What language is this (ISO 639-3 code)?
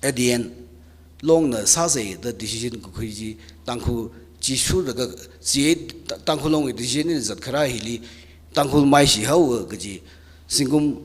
nmf